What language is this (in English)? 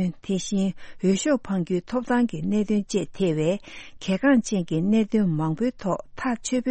Tibetan